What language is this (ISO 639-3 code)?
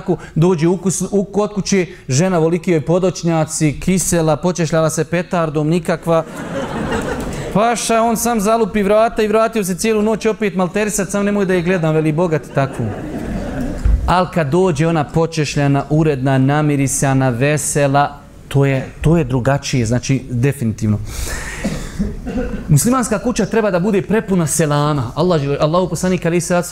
bos